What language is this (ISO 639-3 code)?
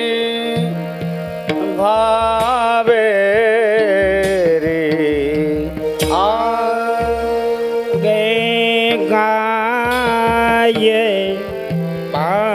hin